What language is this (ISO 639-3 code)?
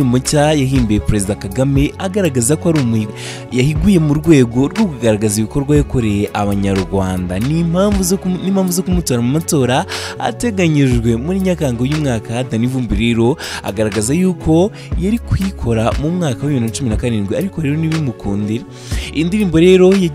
kin